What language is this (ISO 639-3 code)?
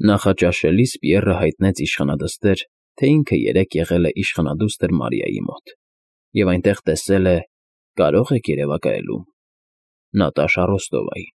hye